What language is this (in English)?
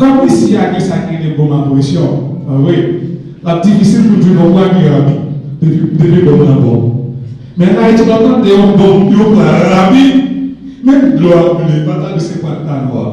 Haitian Creole